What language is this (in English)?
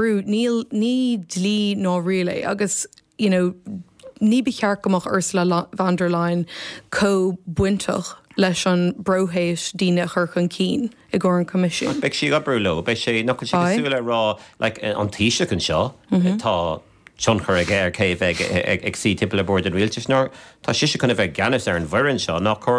Irish